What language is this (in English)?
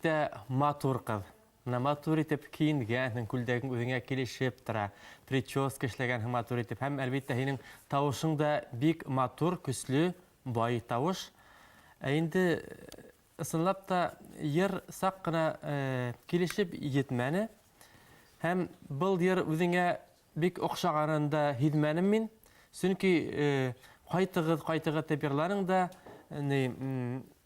Bashkir